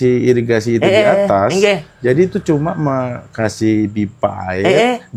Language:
Banjar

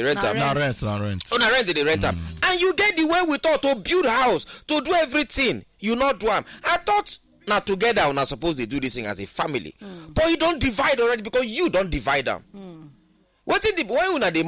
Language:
Nigerian Pidgin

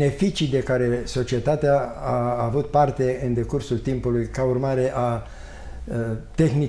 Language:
Romanian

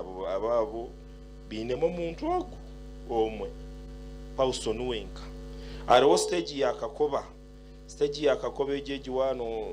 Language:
Nyankole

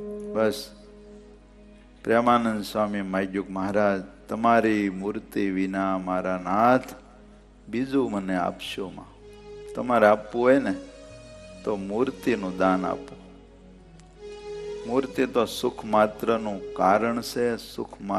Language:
Gujarati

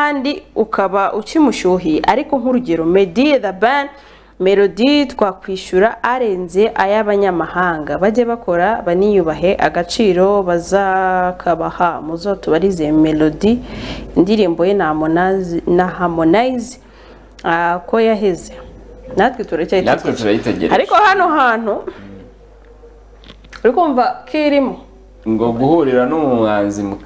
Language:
Kinyarwanda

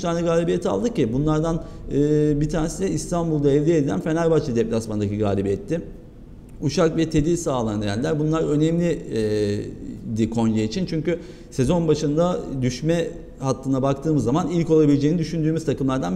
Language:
Turkish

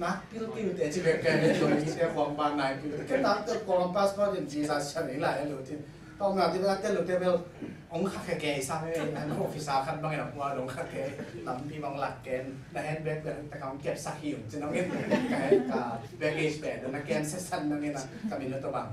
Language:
Tedim Chin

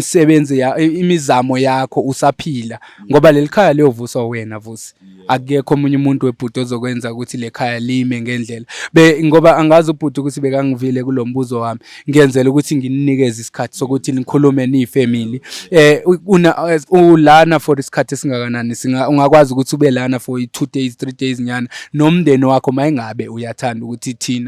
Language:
Zulu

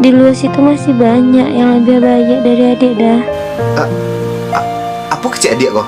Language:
Minangkabau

